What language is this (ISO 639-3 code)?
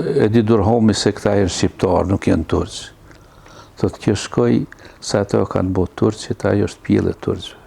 sqi